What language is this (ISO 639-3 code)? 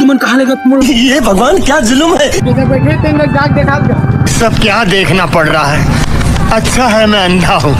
hne